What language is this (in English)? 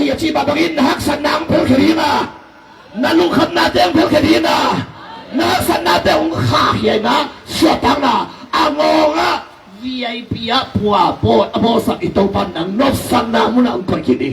Tedim Chin